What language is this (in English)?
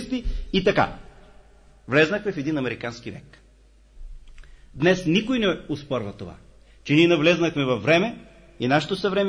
Bulgarian